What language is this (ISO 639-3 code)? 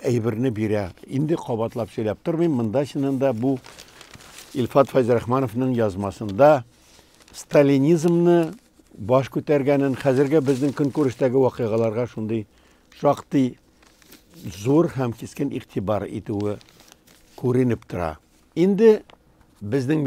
tat